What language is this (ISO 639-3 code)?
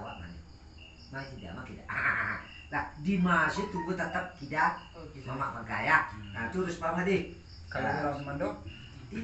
min